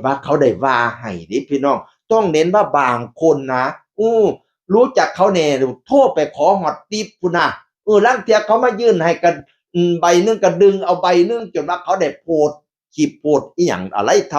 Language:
Northeastern Thai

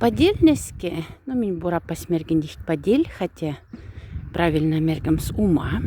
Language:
Moksha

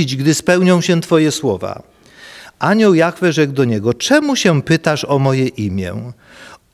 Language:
Polish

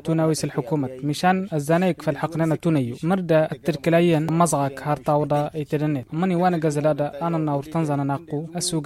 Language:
Tamasheq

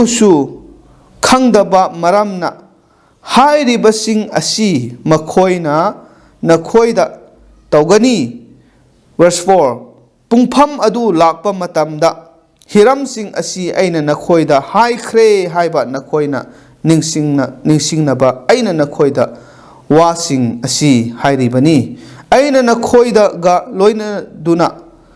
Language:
Manipuri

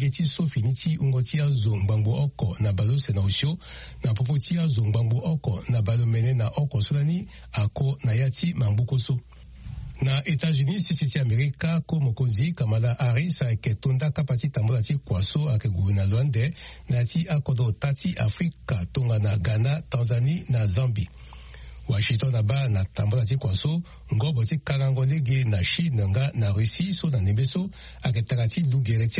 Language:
Sango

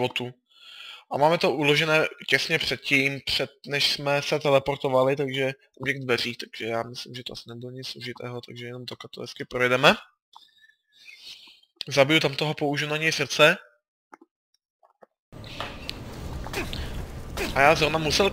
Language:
Czech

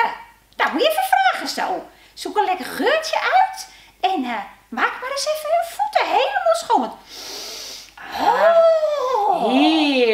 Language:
Dutch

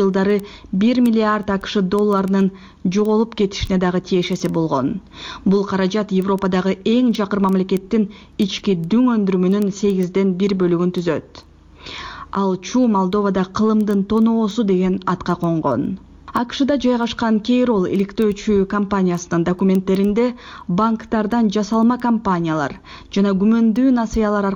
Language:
Kyrgyz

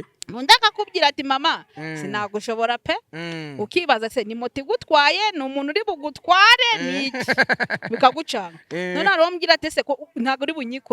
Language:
Kinyarwanda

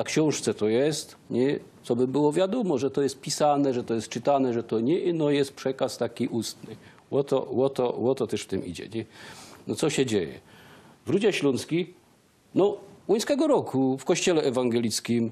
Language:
Silesian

